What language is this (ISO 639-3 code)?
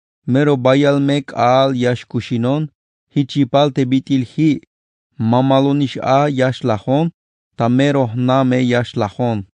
tzh